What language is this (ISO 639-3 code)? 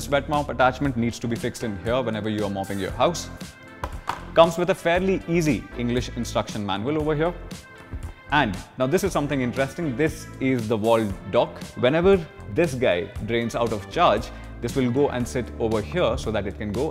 eng